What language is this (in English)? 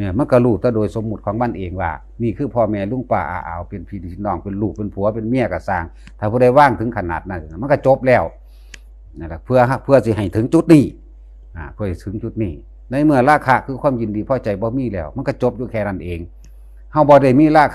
Northeastern Thai